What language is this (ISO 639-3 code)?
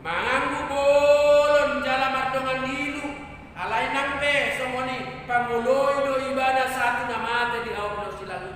bbc